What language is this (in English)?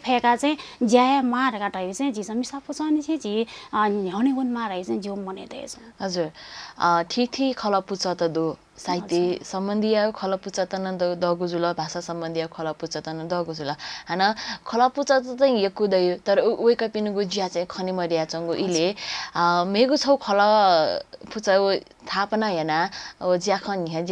Newari